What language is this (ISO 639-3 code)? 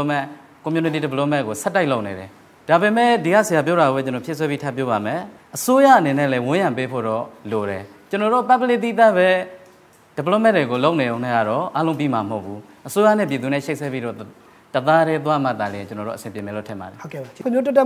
mya